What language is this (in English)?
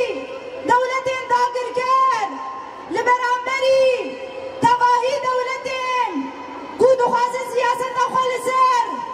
Kurdish